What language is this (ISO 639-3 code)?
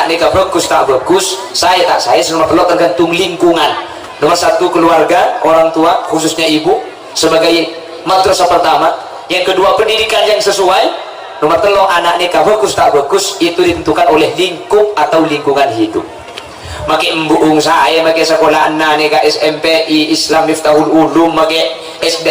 mad